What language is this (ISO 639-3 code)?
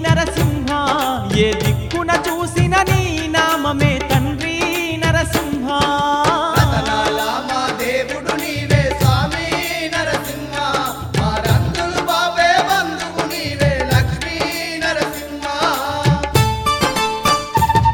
tel